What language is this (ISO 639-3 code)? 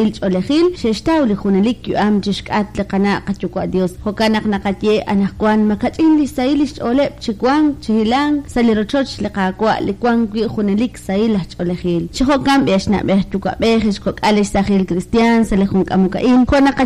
kek